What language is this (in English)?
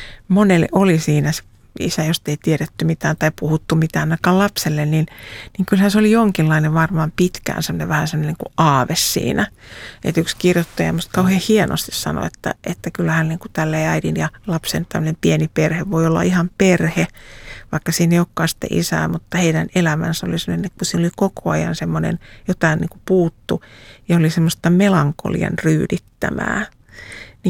Finnish